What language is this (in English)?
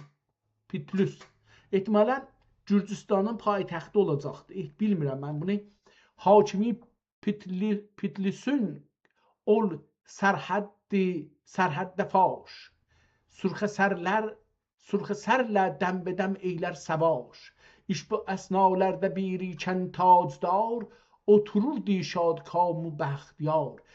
South Azerbaijani